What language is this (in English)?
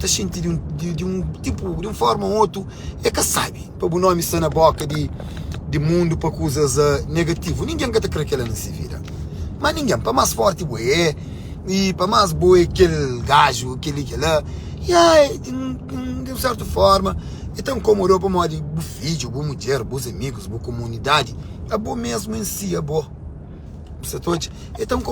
Kabuverdianu